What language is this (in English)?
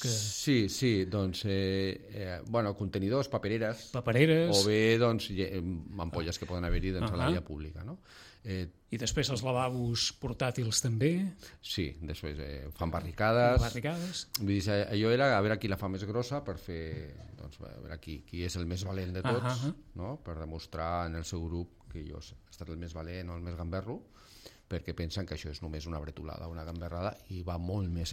Catalan